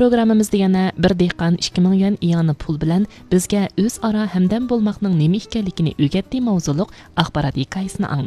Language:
Uyghur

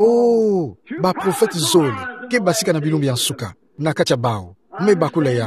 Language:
Kituba (Democratic Republic of Congo)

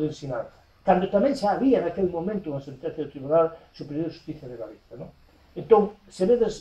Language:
Galician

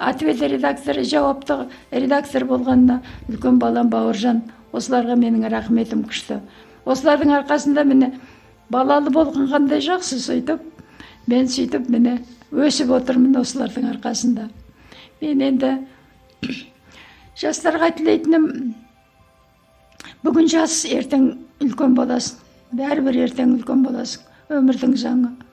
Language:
Kazakh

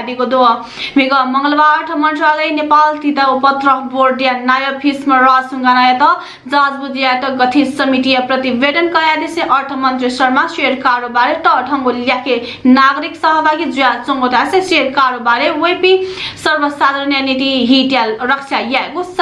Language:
Newari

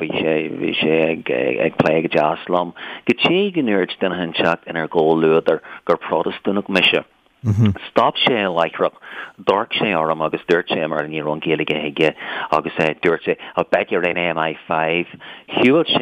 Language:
Irish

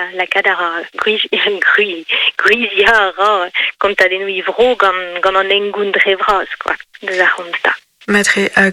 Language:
Breton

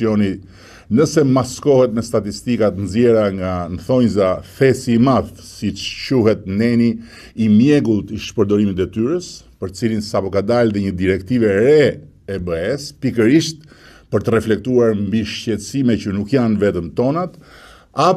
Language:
Albanian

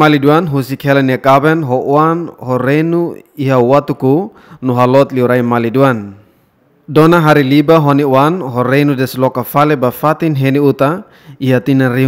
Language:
Tetum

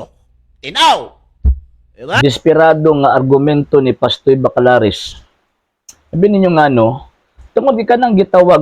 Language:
Cebuano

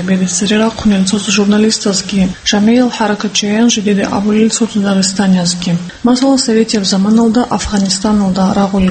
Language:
Avaric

